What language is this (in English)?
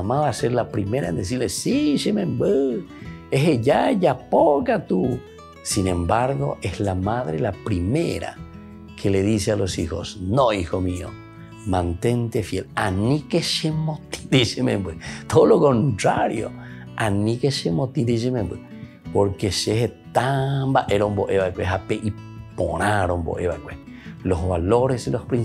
Spanish